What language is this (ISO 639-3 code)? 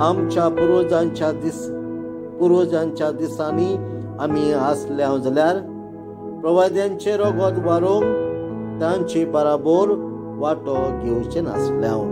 kok